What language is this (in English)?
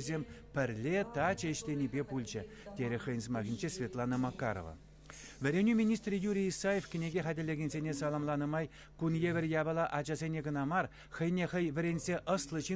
Chuvash